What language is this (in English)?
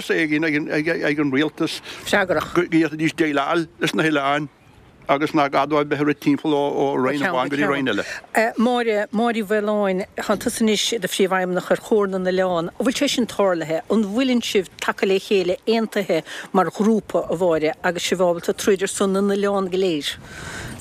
Irish